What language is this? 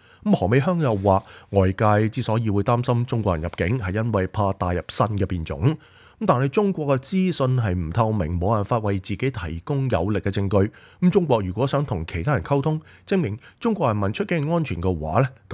Cantonese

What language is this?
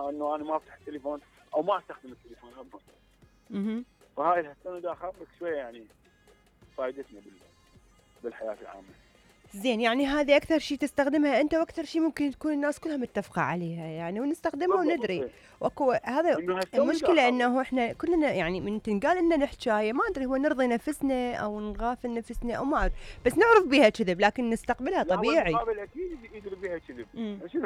Mesopotamian Arabic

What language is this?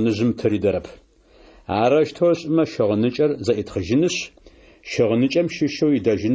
Adyghe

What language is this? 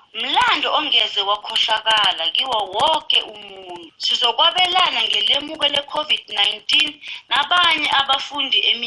South Ndebele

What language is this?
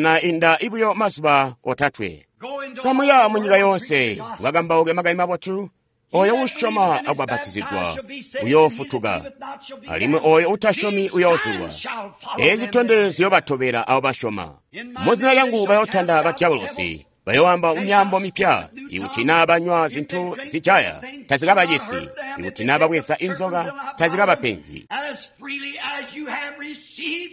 Tonga (Zambia)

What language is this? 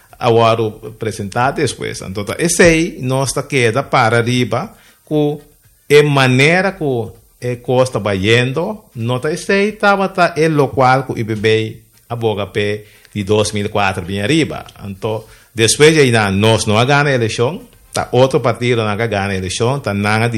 Papiamento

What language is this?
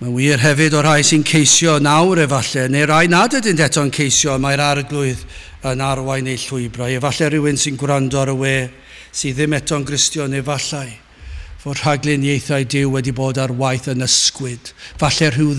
Welsh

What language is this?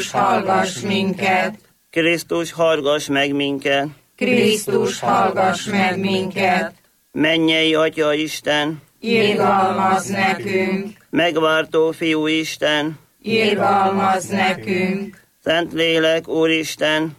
Hungarian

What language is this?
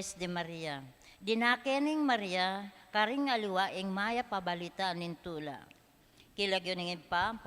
Pampanga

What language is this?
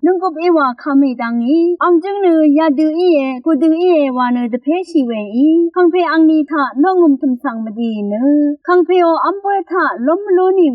Rawang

